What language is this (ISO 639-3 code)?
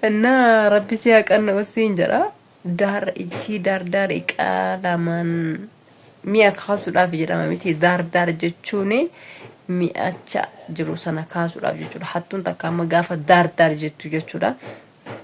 orm